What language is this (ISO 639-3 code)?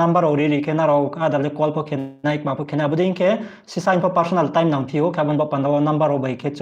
ria